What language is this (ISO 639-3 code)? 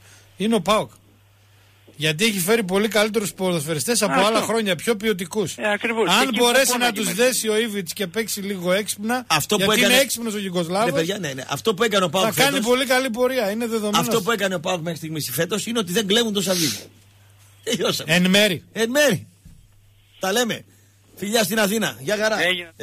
ell